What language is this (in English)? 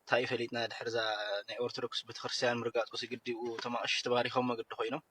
Tigrinya